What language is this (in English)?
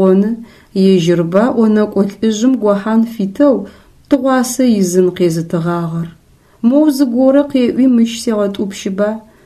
Adyghe